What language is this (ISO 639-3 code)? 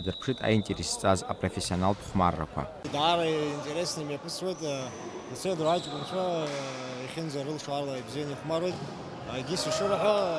abk